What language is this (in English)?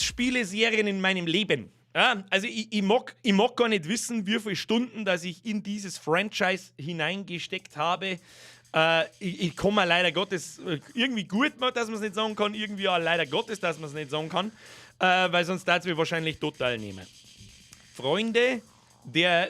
Bavarian